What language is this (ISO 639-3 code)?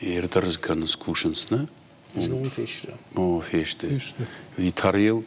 oss